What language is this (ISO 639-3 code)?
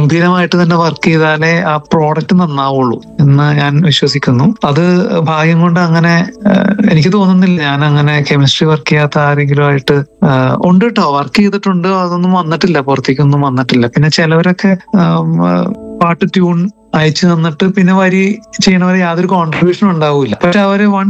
mal